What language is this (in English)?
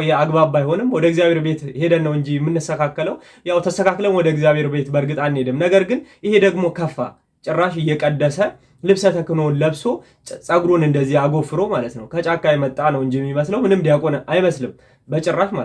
Amharic